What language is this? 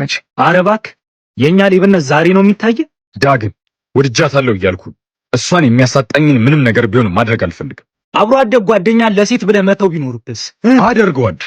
Amharic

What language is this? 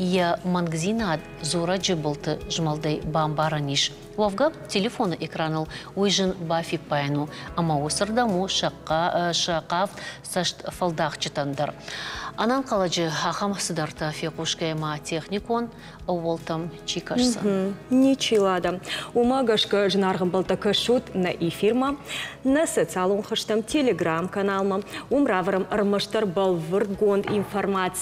Ossetic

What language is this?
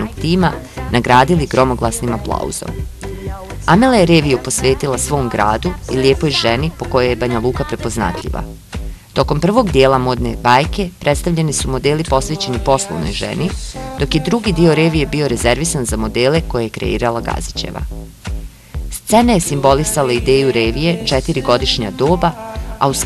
Bosnian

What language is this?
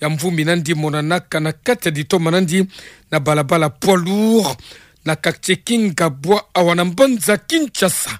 Kituba (Democratic Republic of Congo)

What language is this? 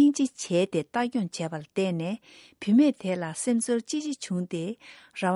Tibetan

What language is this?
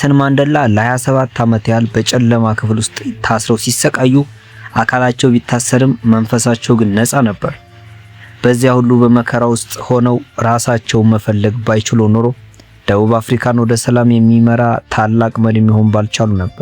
Amharic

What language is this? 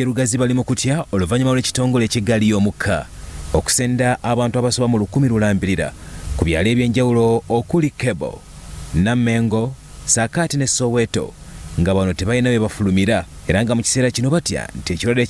Ganda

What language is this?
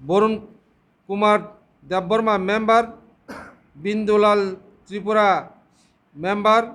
Kok Borok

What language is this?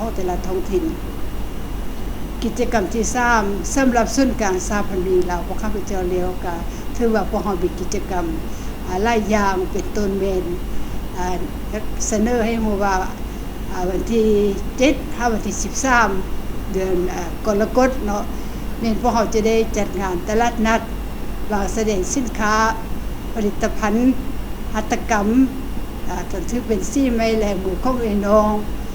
Lao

